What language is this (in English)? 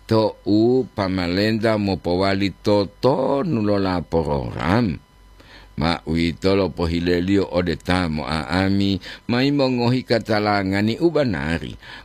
Gorontalo